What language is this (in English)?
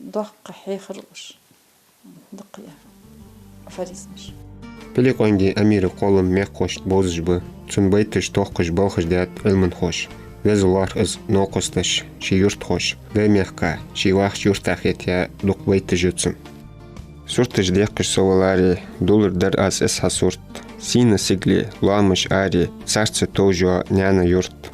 Ingush